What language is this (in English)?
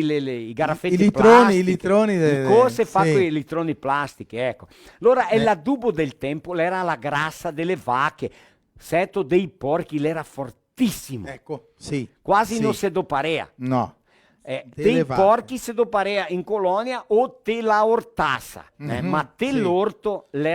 Venetian